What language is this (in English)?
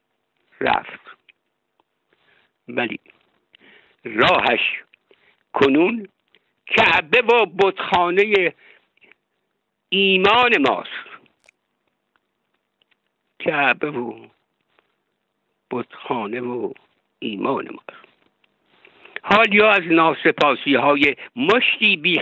Persian